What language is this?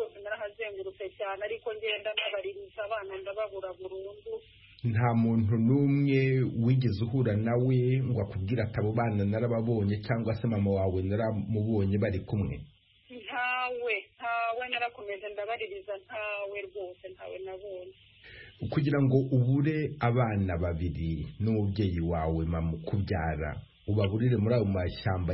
Kinyarwanda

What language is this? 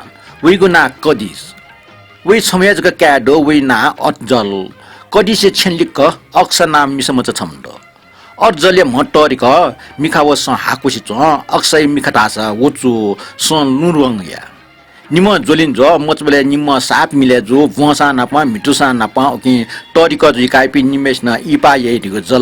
Newari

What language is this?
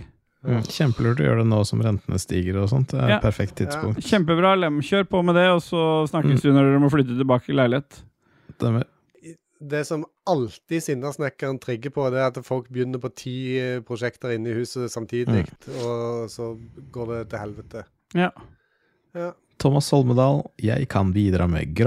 Norwegian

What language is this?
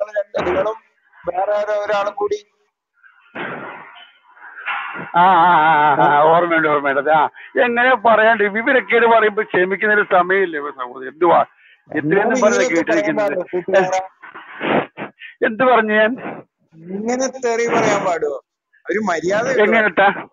Malayalam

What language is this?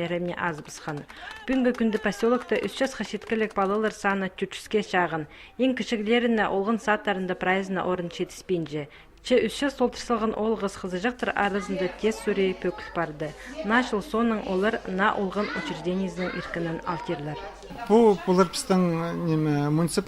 Khakas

